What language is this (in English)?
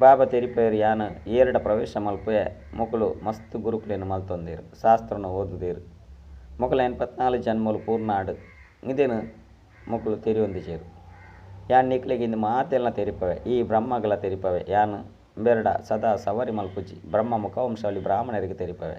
Tulu